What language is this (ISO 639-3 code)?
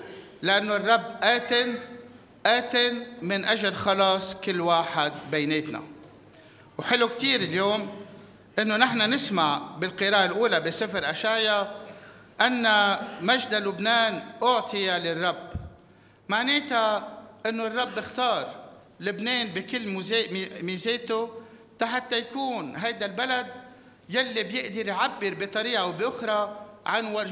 apc